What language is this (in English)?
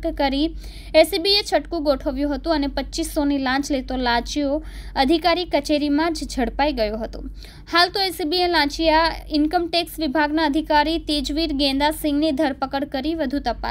Gujarati